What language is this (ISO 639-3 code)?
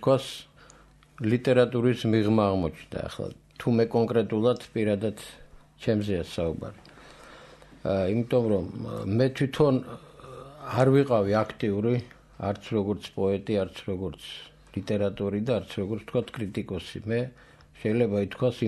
kat